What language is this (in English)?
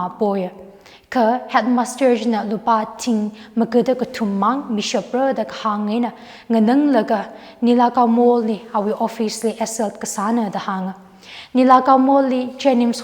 Tangkhul Naga (India)